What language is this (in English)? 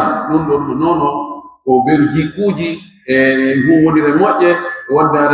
Pular